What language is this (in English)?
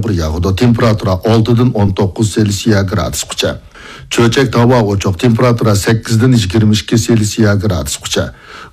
Uyghur